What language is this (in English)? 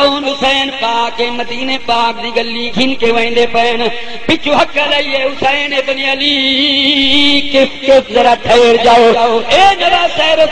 Saraiki